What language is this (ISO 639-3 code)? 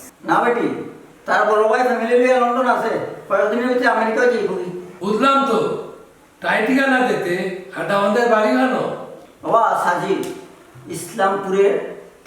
syl